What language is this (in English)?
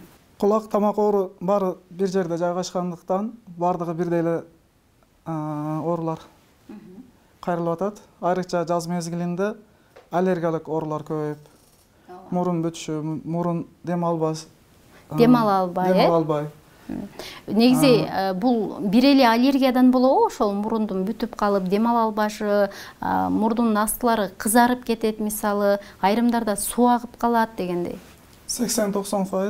Kyrgyz